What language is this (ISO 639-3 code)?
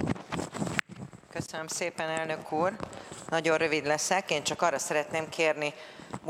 hun